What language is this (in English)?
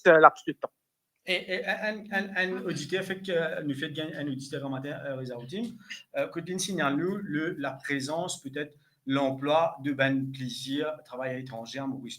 Morisyen